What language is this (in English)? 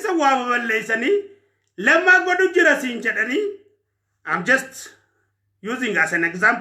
Oromo